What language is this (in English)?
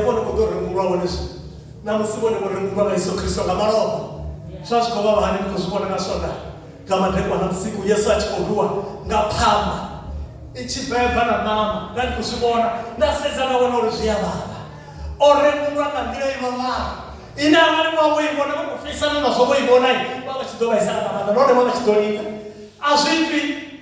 Venda